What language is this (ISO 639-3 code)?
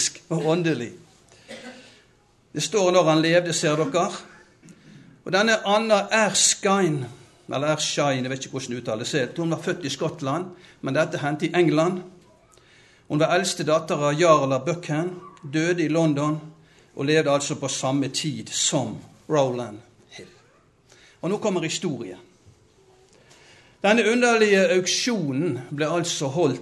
nor